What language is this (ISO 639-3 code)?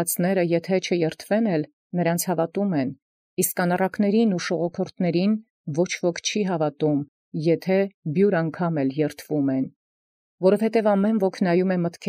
hye